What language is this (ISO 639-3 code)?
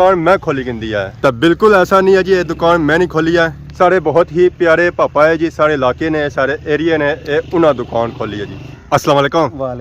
phr